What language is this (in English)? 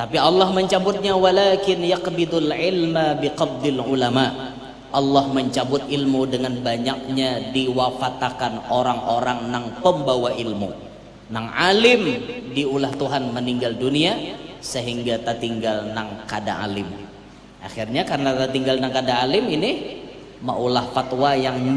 Banjar